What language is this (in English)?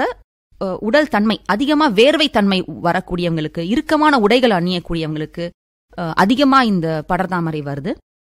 Tamil